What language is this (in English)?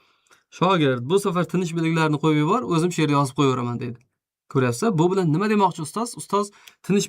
Uzbek